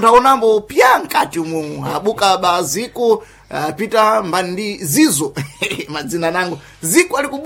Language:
Sena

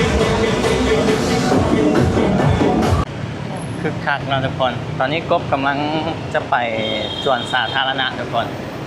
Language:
Lao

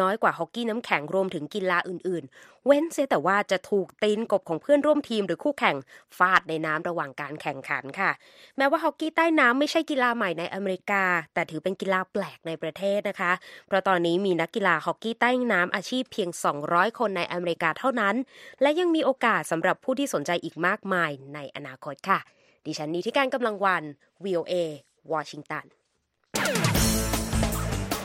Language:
Thai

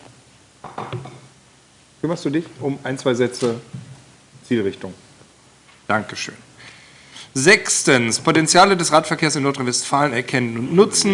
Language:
German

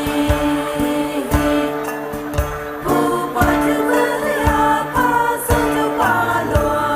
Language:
Poumei Naga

